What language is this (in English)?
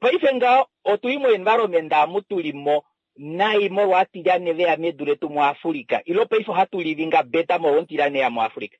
Kuanyama